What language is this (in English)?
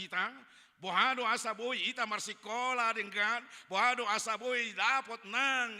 Batak Toba